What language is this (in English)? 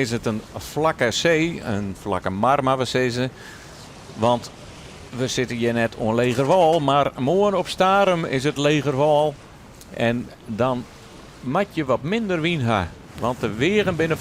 Western Frisian